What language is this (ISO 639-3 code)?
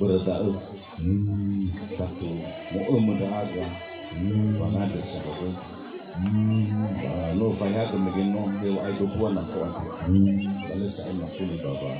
nia